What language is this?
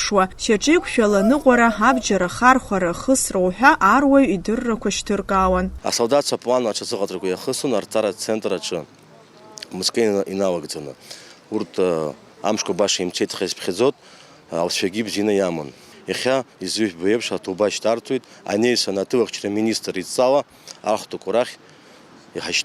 Abkhazian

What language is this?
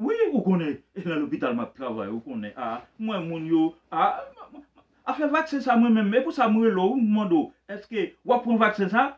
Haitian Creole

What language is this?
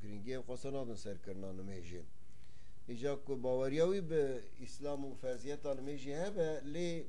Kurdish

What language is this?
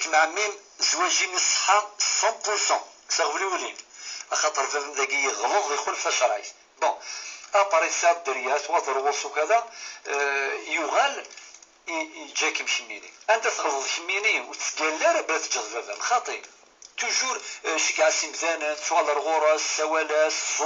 Kabyle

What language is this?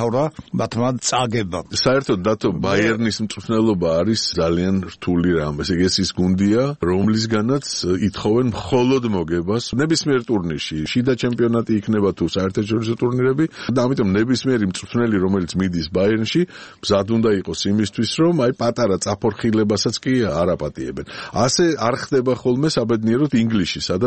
Georgian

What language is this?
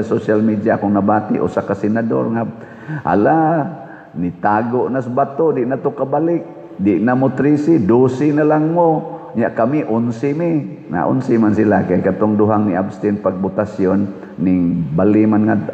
Cebuano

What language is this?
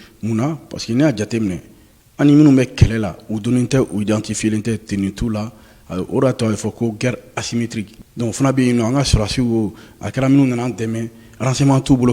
Bambara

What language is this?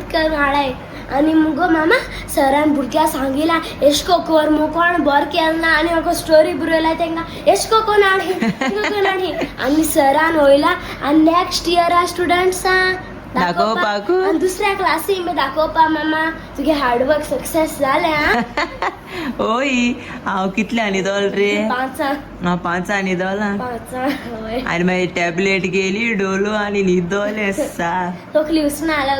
Konkani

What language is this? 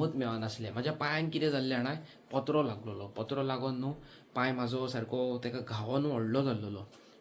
Konkani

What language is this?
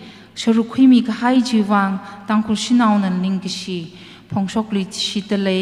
Tangkhul Naga (India)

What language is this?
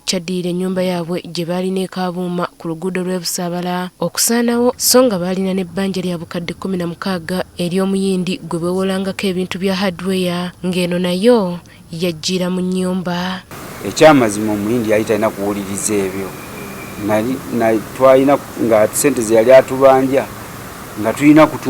Ganda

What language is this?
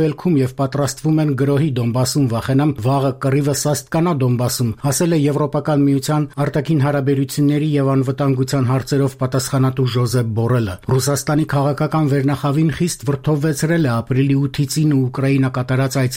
Armenian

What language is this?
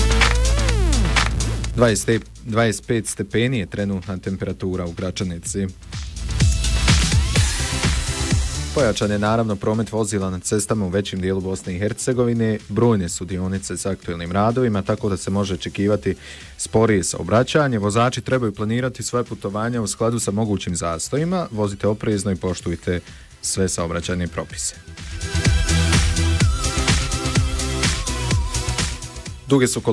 Bosnian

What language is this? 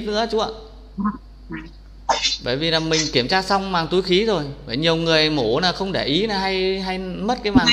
Vietnamese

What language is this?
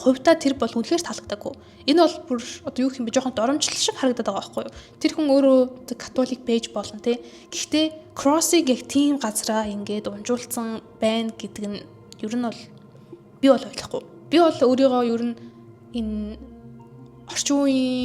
Mongolian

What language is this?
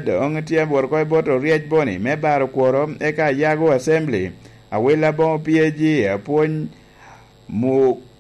Lango (Uganda)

